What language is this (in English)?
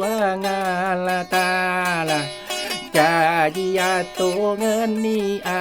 Buginese